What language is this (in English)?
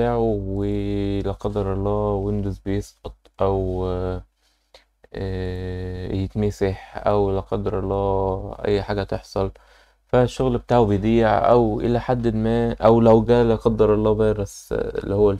Egyptian Arabic